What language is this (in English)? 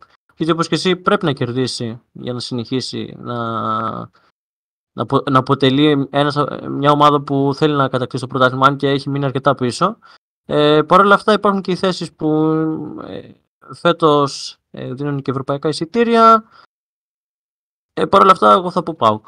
Greek